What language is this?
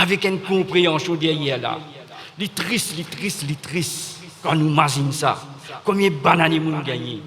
Morisyen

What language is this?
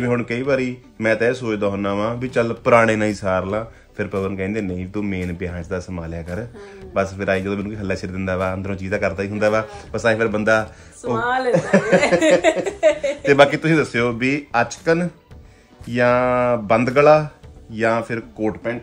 Punjabi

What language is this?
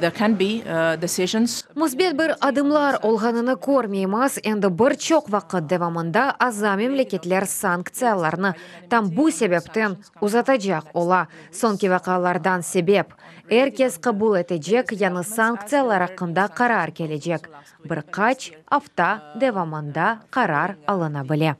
Crimean Tatar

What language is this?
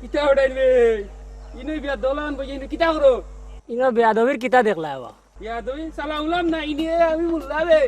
Sylheti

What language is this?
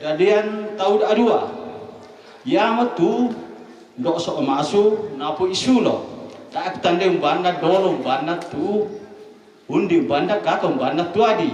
Toraja-Sa'dan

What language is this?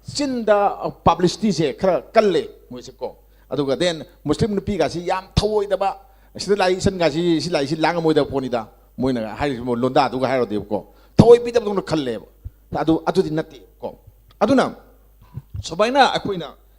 Manipuri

